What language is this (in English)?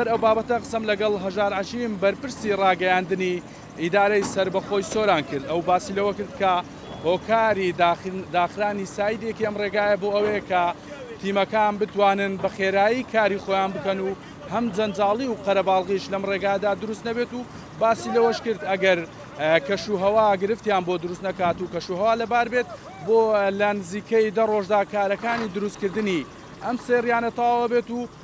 Central Kurdish